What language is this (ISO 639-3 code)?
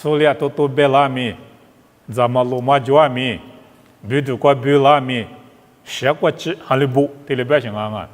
lis